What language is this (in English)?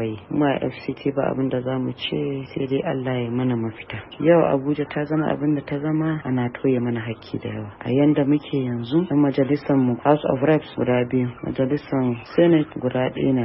Hausa